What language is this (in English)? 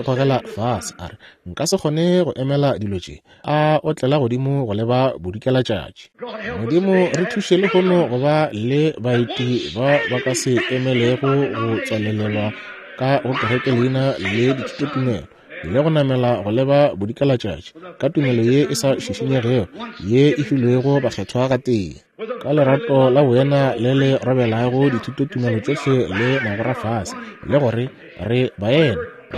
Northern Sotho